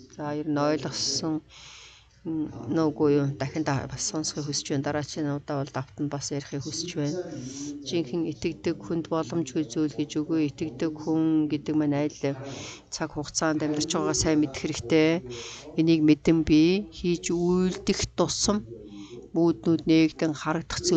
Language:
Mongolian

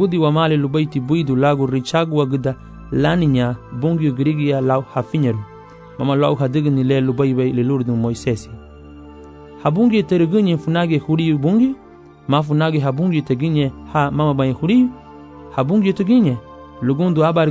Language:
Garifuna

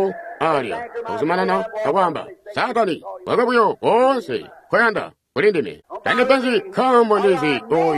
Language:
Tonga (Zambia)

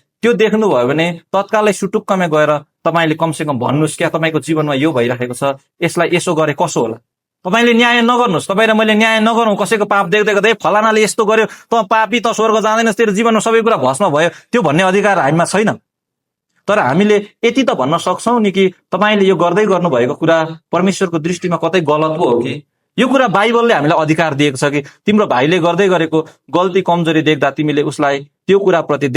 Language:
Nepali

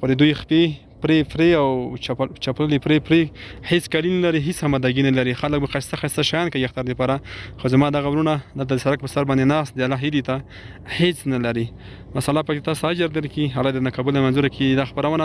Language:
Pashto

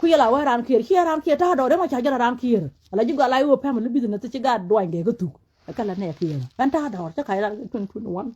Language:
Nuer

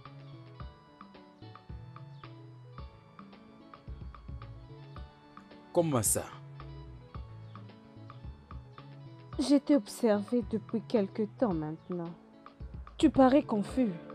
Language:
French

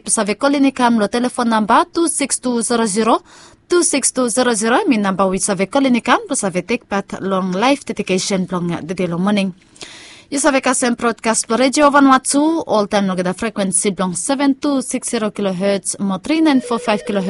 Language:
Bislama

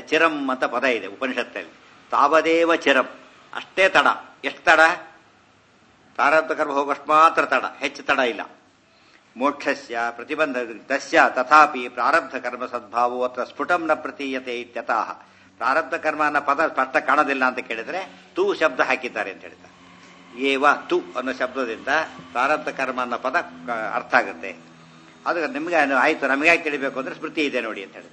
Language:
Kannada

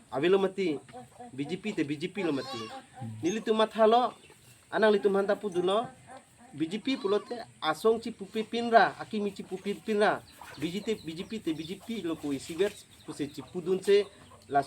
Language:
Karbi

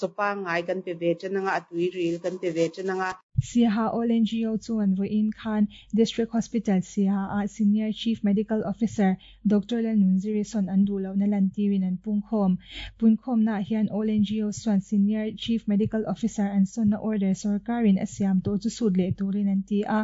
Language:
Mizo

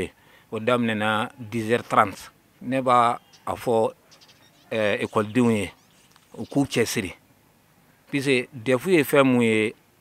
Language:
Bambara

